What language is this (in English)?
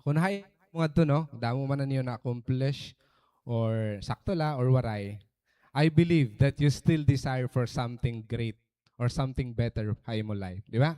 Waray